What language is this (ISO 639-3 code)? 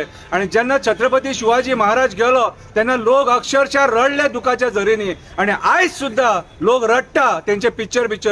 kok